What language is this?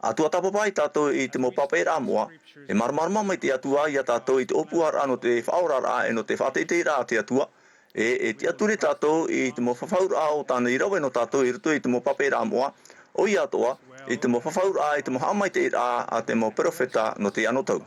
Tahitian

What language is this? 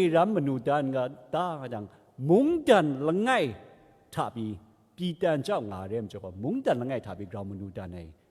Kachin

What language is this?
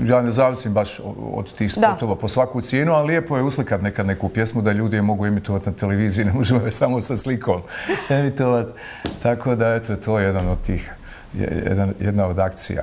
Bosnian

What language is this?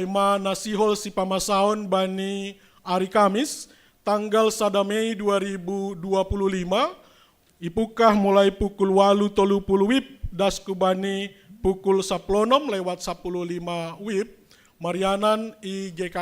Batak Simalungun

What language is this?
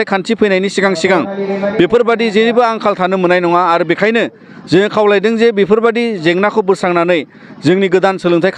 Bodo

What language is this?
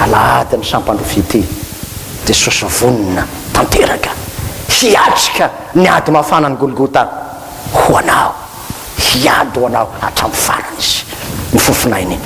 Malagasy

